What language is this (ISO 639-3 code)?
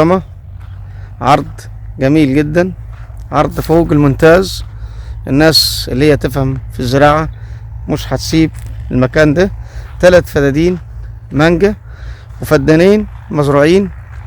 arz